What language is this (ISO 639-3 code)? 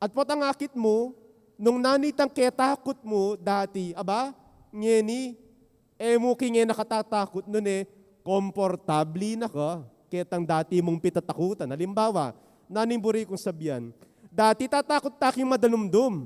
pam